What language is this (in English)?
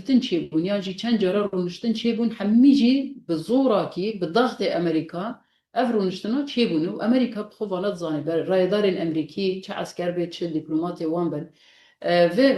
Kurdish